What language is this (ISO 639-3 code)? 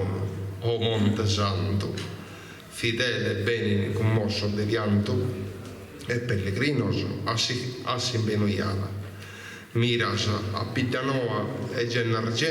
srd